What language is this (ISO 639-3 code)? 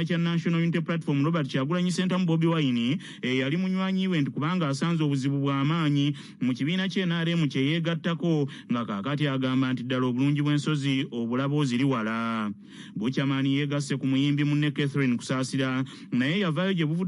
lug